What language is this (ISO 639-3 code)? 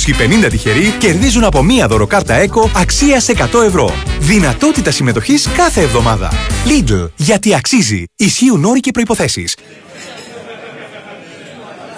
ell